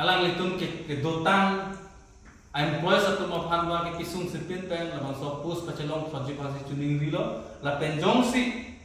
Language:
Karbi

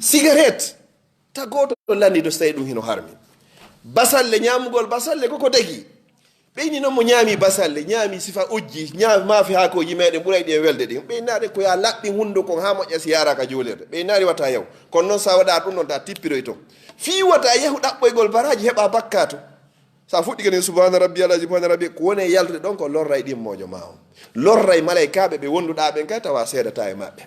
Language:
Fula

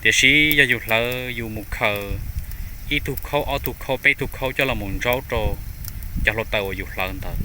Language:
Hmong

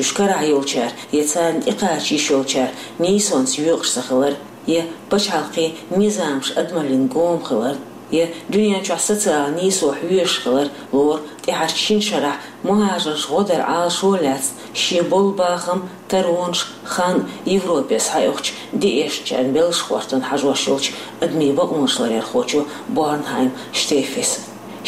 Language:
Chechen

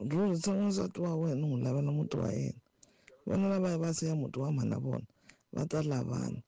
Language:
Tsonga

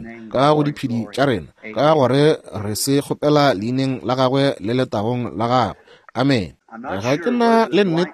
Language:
Northern Sotho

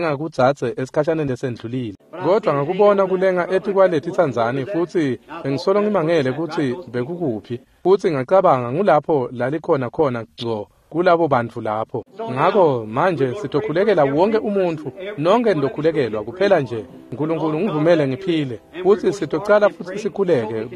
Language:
Swati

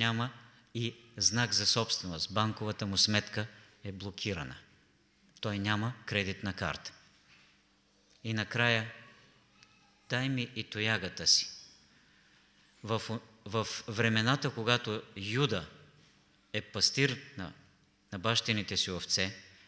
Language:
Bulgarian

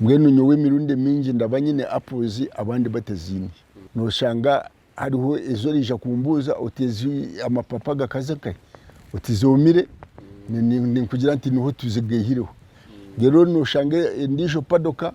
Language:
Nyankole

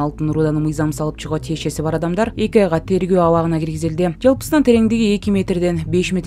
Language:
Kyrgyz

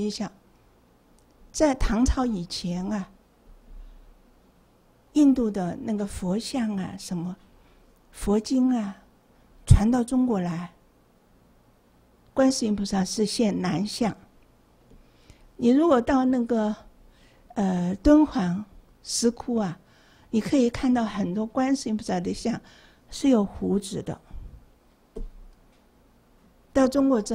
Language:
Chinese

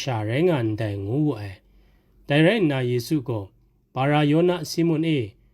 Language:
Kachin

